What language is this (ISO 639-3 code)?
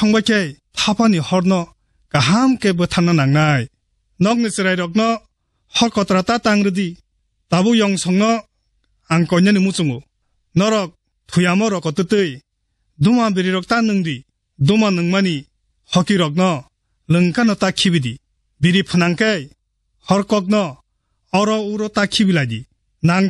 trp